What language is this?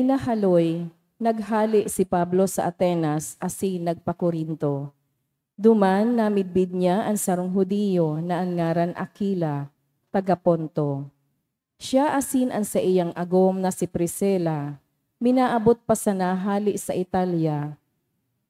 Bikol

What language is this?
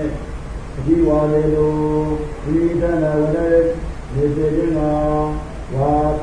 Burmese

